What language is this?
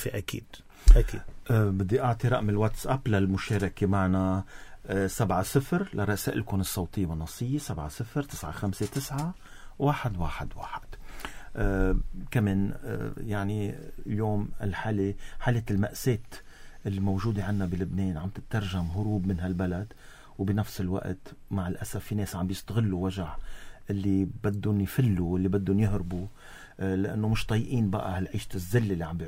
North Levantine Arabic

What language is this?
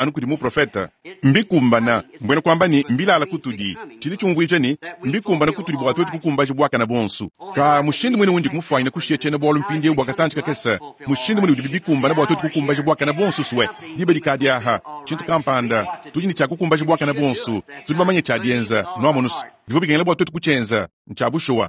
Luba-Lulua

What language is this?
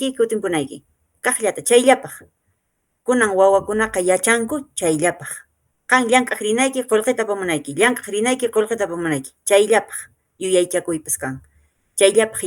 Quechua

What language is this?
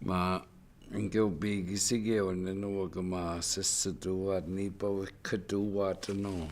Chippewa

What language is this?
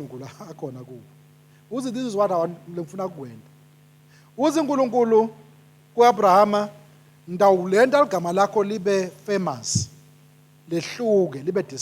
Swati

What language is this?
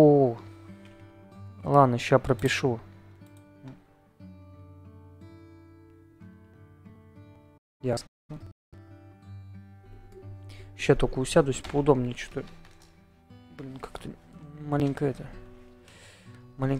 Russian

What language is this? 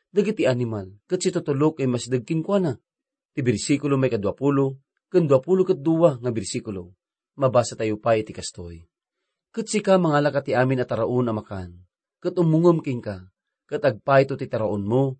Iloko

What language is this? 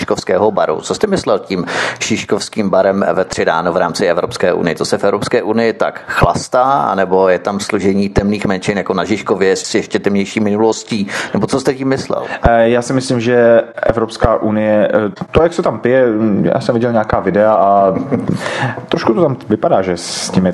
Czech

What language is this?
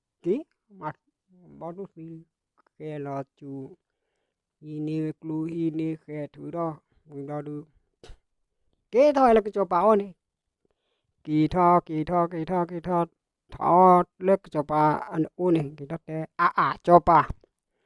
S'gaw Karen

